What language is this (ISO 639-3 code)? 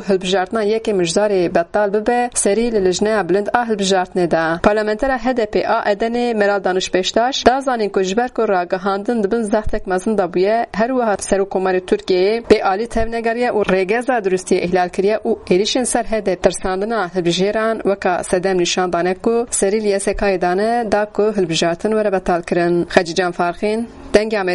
kur